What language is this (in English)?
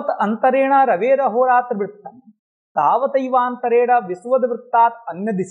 Sanskrit